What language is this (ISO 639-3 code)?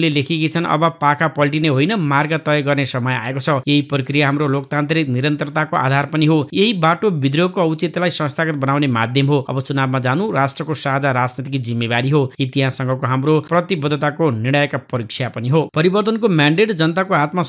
nep